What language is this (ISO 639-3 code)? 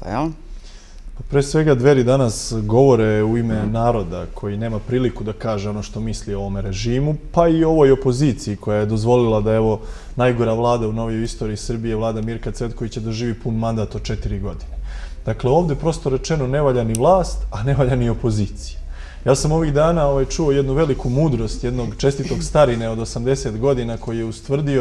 srp